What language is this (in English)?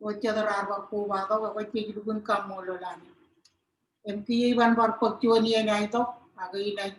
Marshallese